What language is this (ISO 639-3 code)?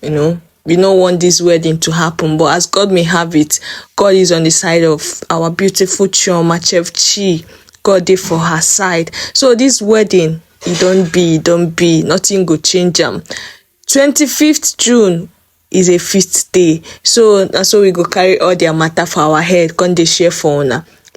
pcm